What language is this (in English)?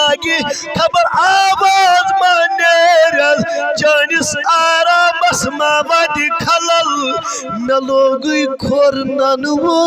Kashmiri